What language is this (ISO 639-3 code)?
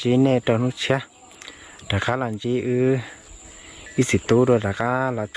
hmn